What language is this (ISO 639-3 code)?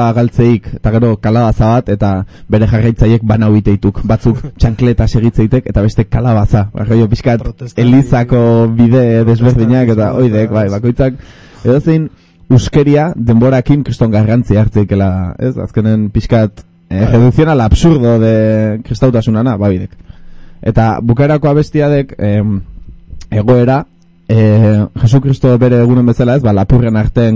eus